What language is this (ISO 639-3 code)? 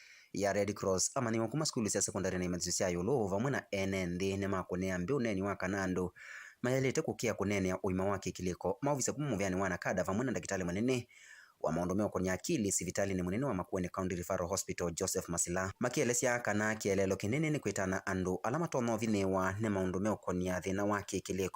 kam